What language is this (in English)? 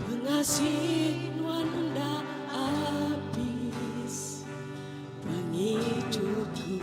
Iban